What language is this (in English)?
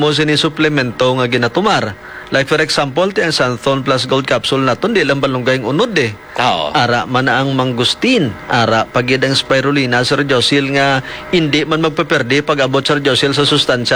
Hiligaynon